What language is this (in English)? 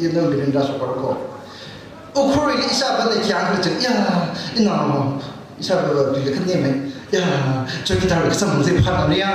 Tangkhul Naga (India)